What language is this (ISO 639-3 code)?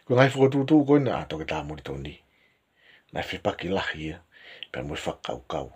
ton